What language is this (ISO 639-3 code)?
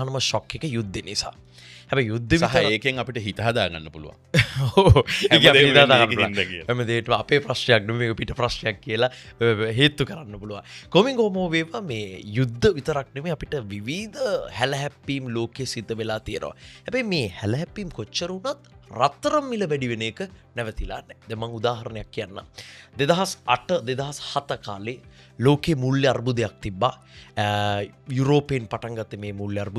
sin